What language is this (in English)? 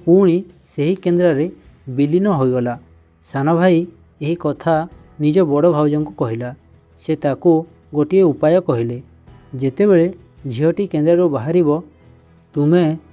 Odia